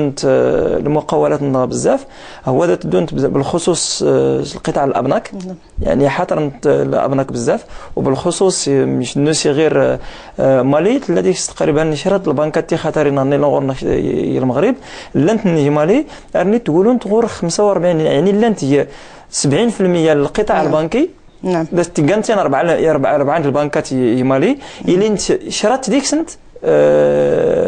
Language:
Moroccan Arabic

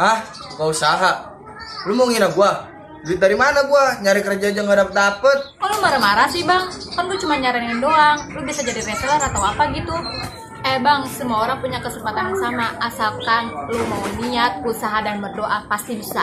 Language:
Betawi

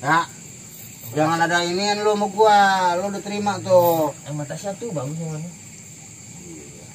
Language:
Betawi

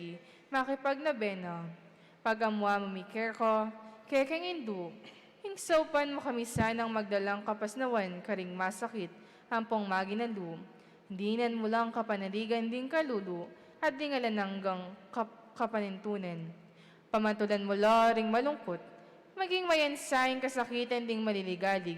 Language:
Pampanga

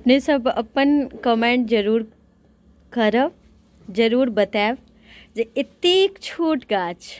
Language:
Maithili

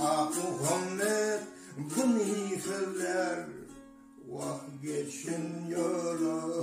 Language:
Turkmen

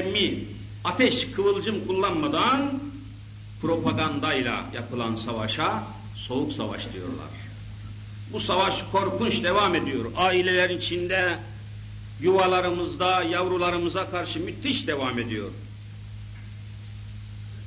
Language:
Turkish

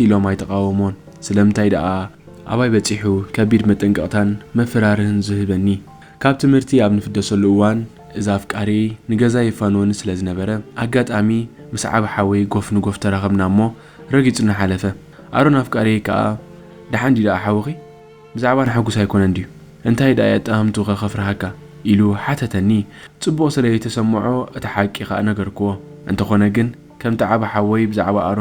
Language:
Tigrinya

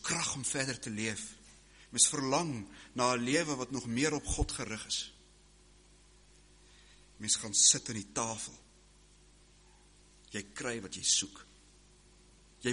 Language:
Afrikaans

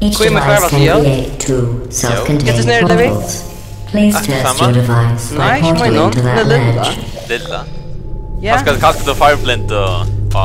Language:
Faroese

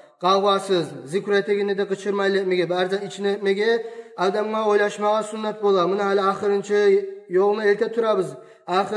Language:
Kumyk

